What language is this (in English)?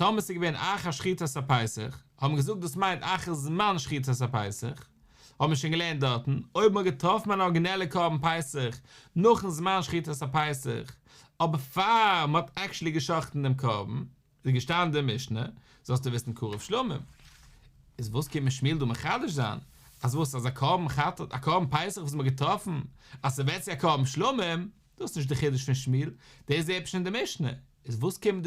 Yiddish